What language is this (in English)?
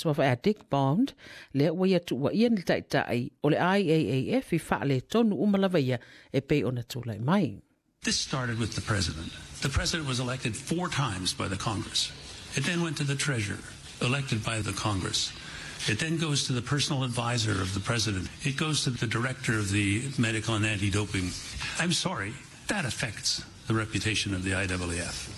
Samoan